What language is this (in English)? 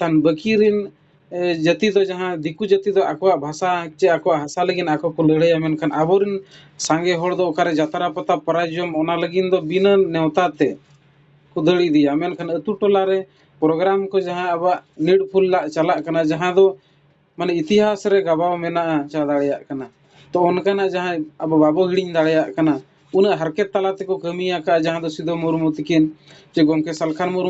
Santali